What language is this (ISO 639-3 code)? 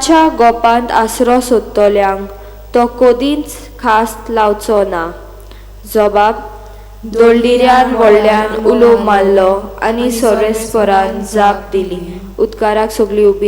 kok